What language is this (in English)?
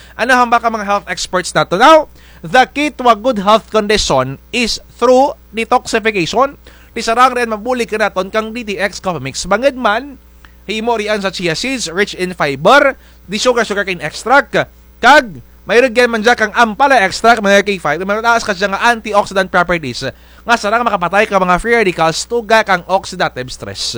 Kinaray-a